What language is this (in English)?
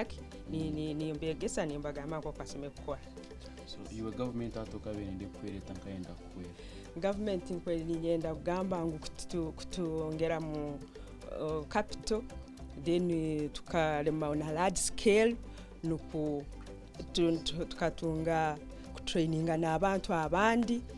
Nyankole